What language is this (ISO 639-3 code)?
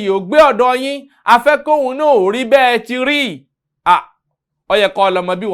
yor